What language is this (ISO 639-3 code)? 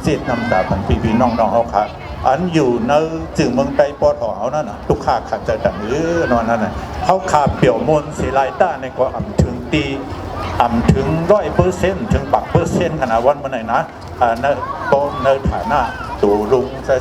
shn